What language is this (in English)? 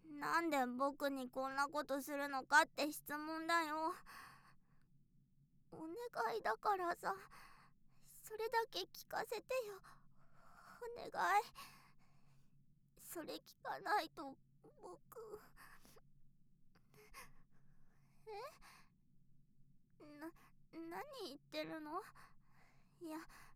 Japanese